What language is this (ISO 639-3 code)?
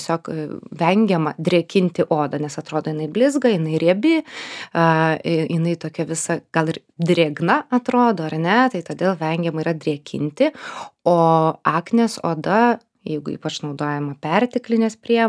lit